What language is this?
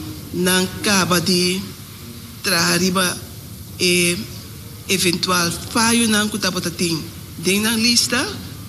Papiamento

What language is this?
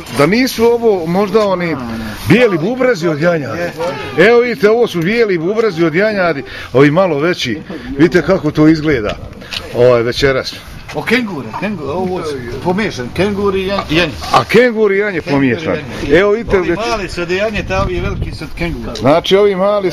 Bosnian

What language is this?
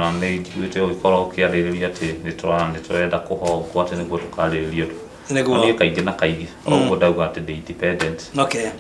Kikuyu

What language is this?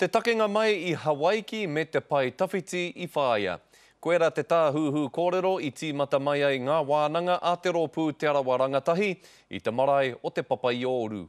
Māori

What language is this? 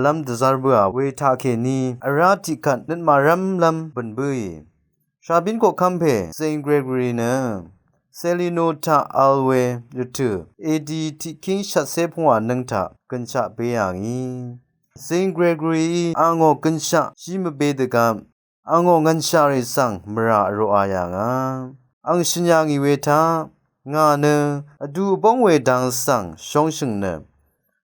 Rawang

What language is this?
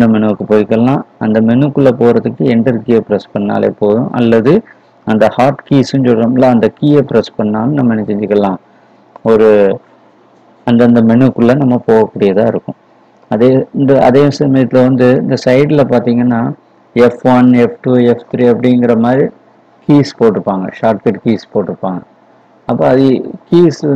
Tamil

